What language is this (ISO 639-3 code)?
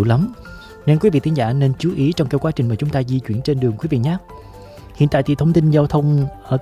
vie